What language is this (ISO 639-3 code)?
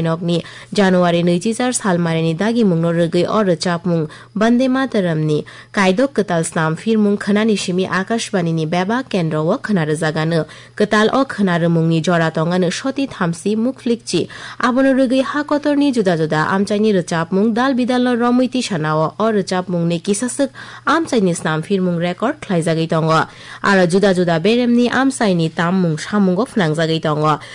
trp